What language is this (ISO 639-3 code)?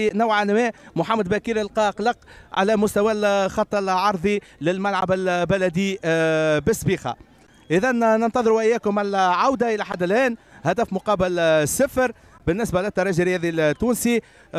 aeb